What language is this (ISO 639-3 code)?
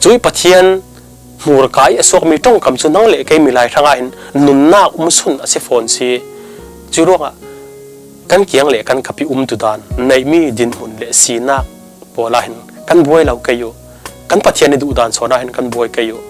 cfm